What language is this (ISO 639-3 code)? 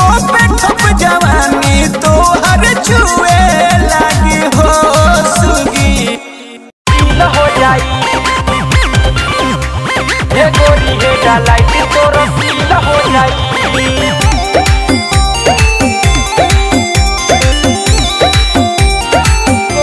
bho